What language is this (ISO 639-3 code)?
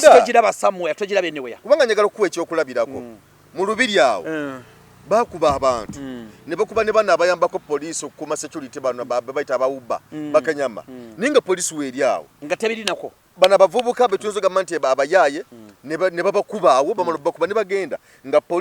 lug